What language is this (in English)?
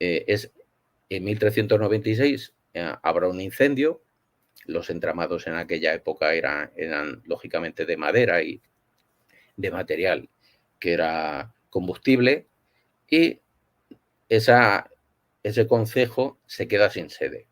Ladino